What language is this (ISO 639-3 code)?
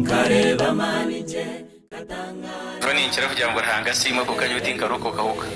nyn